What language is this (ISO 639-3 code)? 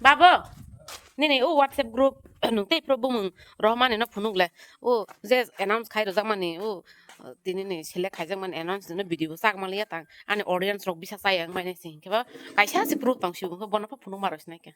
trp